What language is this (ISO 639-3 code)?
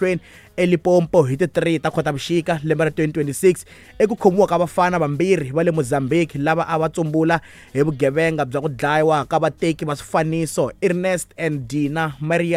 tso